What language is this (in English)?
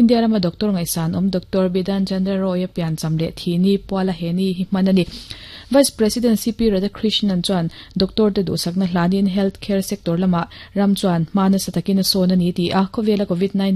Mizo